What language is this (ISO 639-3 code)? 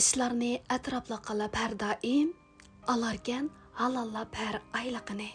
uig